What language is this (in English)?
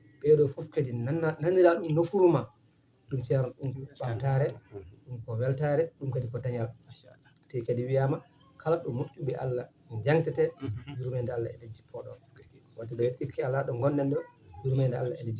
Fula